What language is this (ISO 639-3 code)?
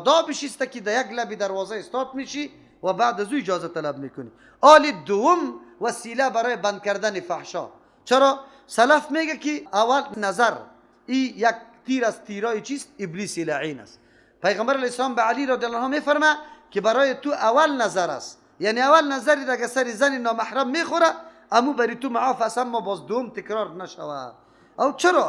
fas